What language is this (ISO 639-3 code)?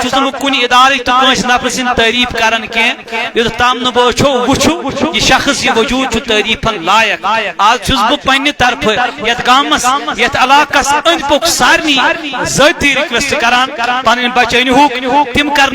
kas